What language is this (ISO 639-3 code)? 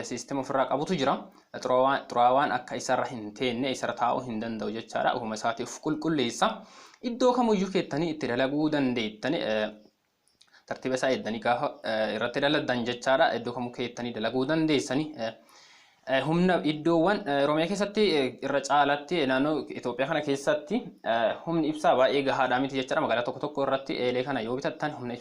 orm